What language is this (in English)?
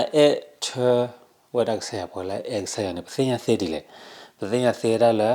S'gaw Karen